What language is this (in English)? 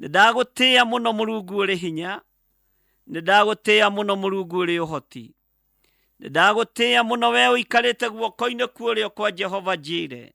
Kikuyu